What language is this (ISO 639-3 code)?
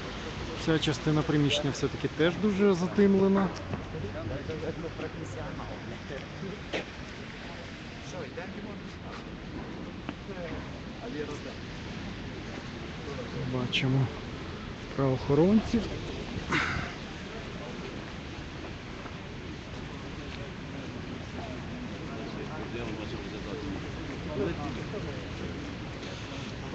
ukr